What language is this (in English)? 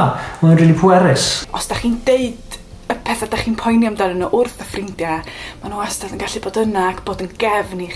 Welsh